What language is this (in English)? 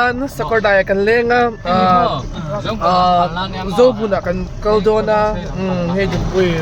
Hmar